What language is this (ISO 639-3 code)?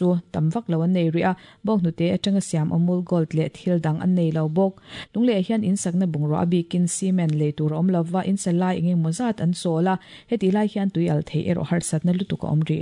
lus